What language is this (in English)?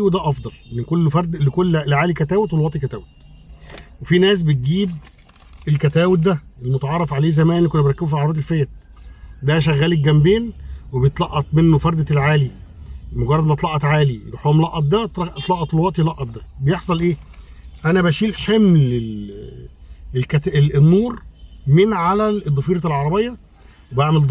Egyptian Arabic